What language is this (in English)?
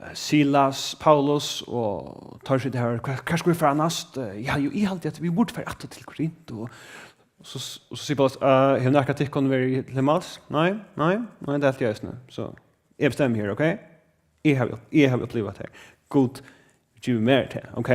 Faroese